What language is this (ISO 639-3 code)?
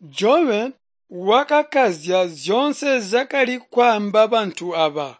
toi